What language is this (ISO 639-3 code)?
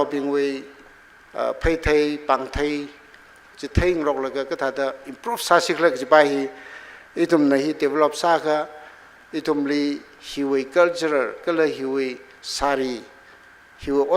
nmf